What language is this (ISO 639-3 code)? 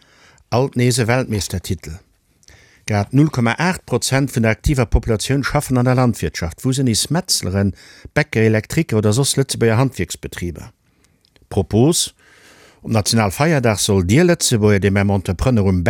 ltz